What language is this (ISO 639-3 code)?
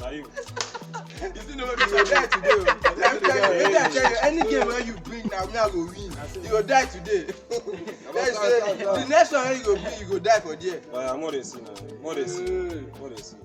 pcm